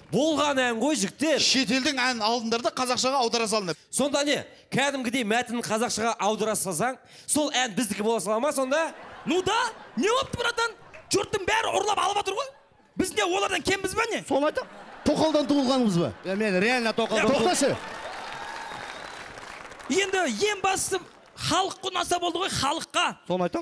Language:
Kazakh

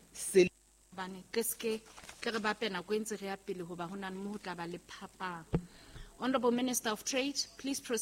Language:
Southern Sotho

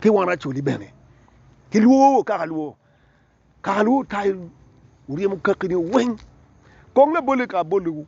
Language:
Acoli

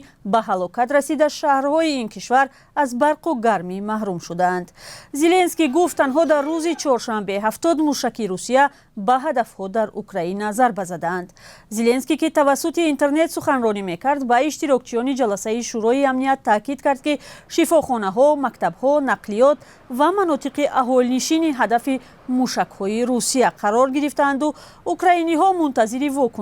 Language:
Tajik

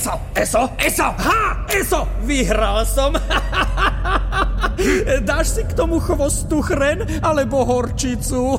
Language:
Slovak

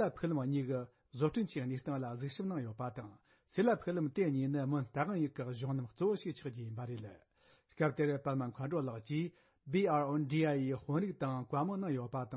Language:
Tibetan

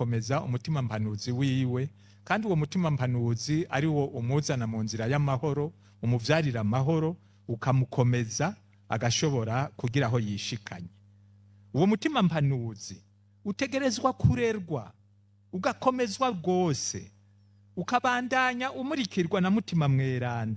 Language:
Rundi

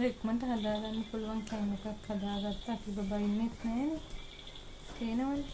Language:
Sinhala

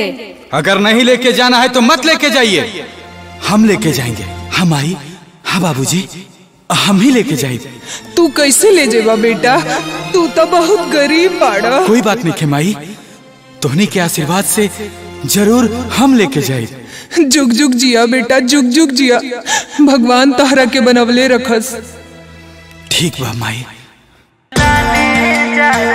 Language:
Bhojpuri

